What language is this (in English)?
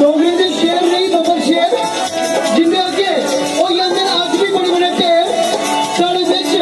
Dogri